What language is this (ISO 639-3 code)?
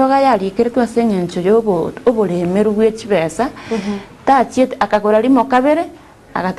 guz